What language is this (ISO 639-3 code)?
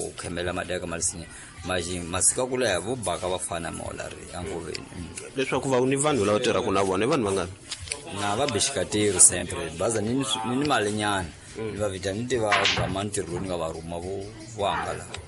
tso